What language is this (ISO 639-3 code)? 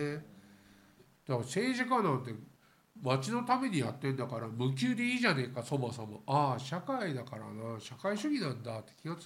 jpn